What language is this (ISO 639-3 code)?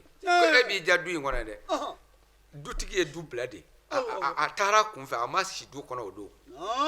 bam